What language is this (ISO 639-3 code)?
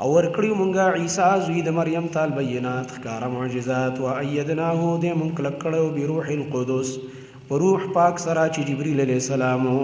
pus